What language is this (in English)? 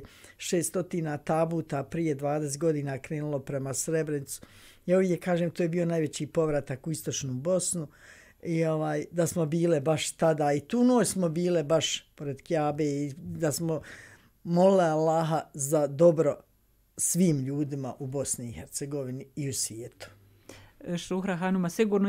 Bosnian